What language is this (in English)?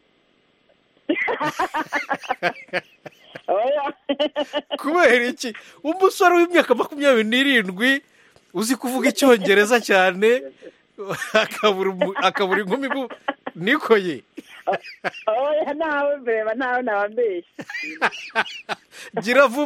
Kinyarwanda